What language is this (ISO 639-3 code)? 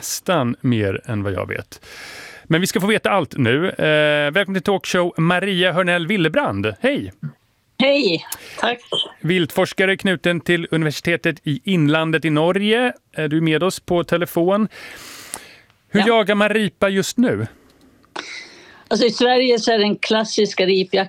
swe